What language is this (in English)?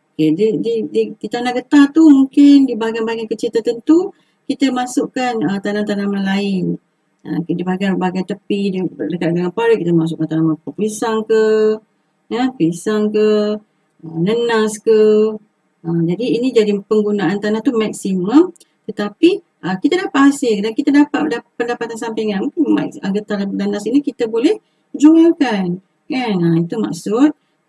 Malay